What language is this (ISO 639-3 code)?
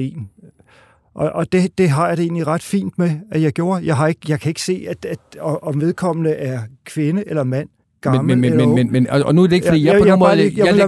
dan